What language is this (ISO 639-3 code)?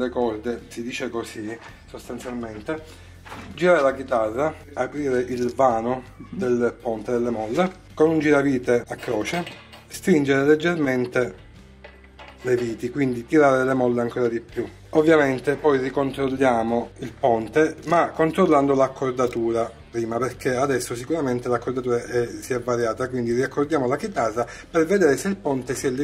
ita